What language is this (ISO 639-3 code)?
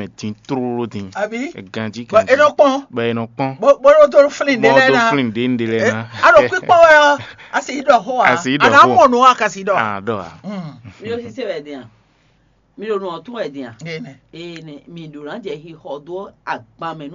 fon